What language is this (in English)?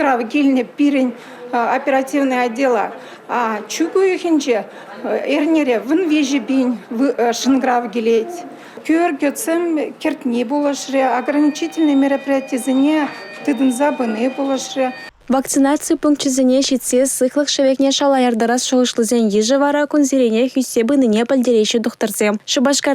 Chuvash